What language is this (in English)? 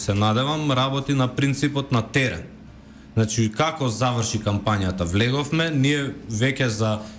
Macedonian